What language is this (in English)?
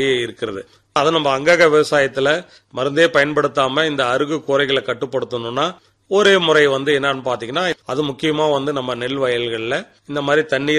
Tamil